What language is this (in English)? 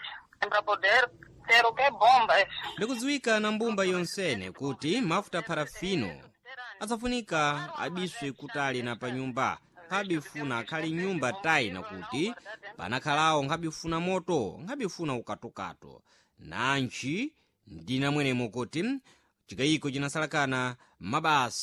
Sena